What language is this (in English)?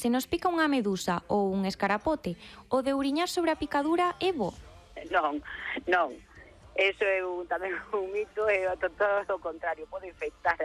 Galician